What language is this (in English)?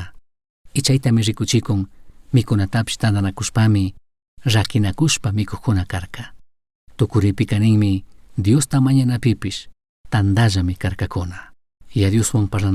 Chimborazo Highland Quichua